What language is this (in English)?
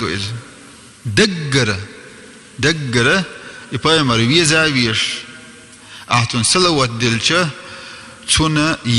Chechen